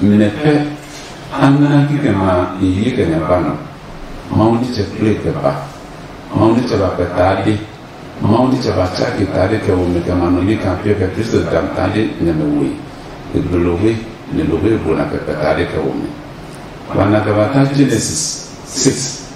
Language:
Adangme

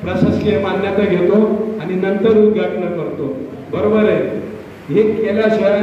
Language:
Marathi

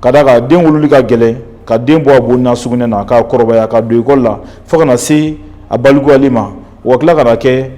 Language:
Bambara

